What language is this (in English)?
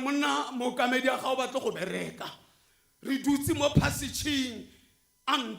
Tswana